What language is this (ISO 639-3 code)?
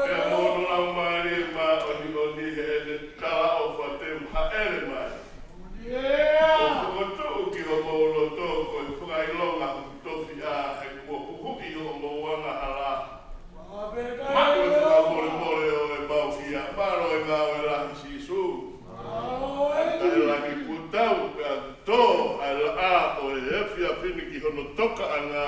ton